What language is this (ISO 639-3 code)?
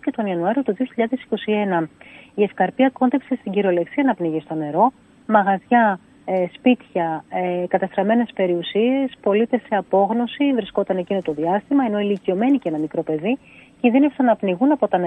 ell